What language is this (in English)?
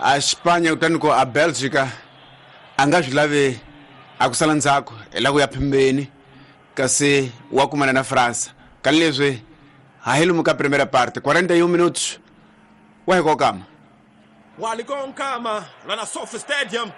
Tsonga